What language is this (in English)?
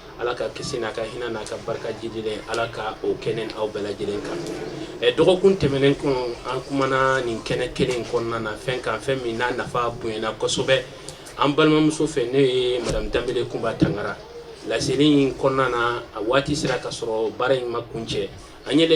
Bambara